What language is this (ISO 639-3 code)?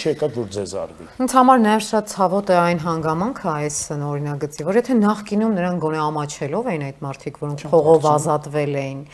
hye